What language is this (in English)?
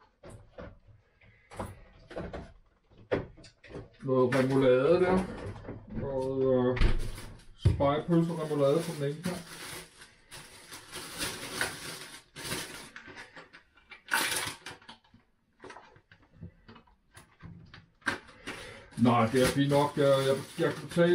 Danish